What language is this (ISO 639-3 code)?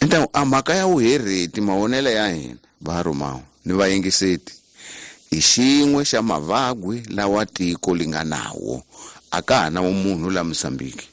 tso